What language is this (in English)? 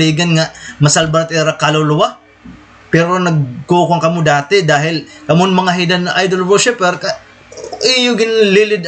Waray